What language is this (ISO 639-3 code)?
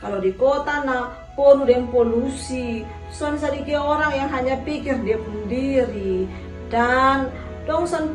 mkn